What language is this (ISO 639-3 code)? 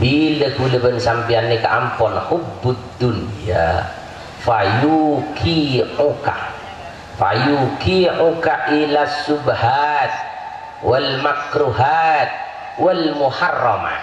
mad